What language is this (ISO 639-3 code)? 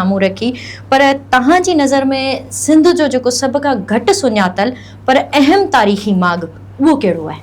snd